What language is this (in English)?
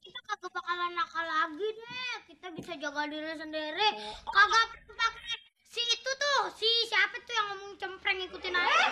Betawi